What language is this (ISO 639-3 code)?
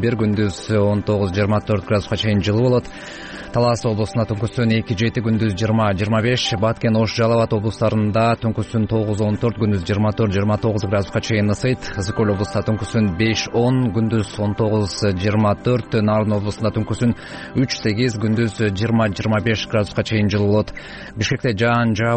kir